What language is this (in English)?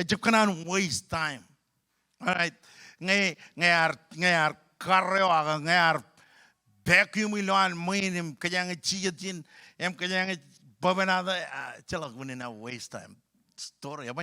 Marshallese